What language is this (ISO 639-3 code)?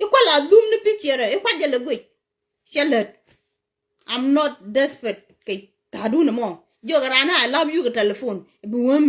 nus